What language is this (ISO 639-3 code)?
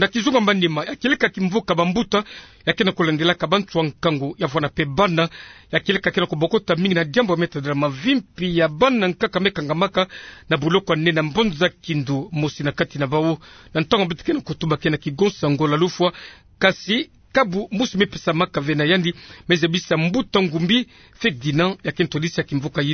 ktu